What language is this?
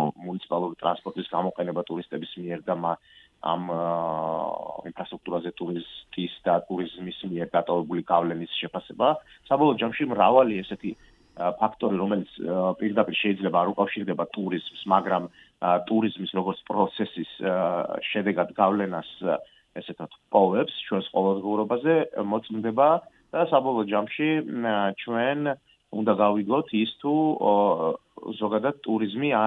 Georgian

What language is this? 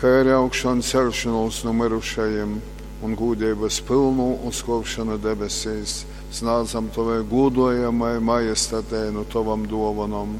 Latgalian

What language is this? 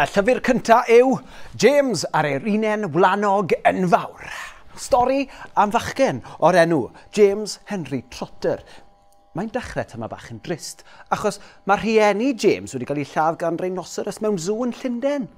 Welsh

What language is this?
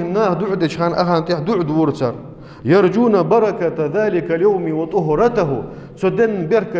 Ingush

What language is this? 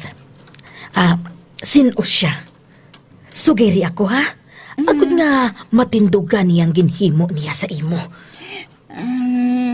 Hiligaynon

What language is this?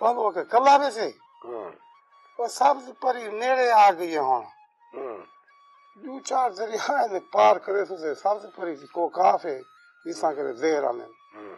Saraiki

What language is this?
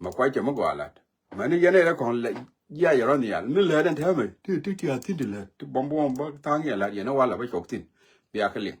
Nuer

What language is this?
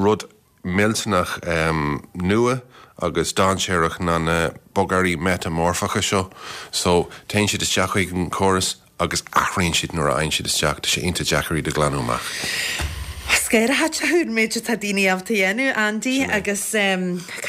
Irish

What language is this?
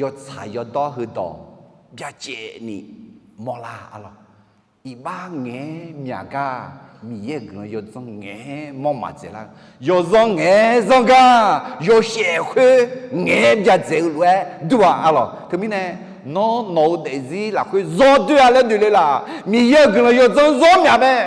Akha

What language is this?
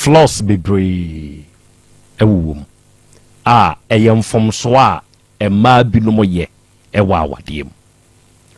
Akan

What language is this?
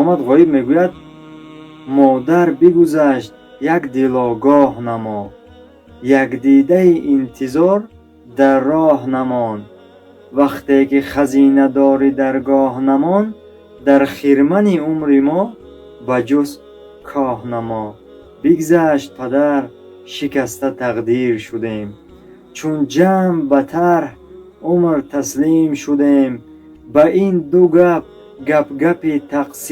Tajik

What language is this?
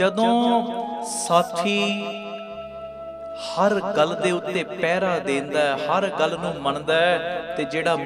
Punjabi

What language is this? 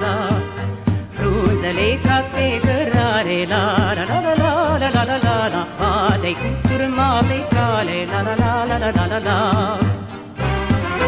Romanian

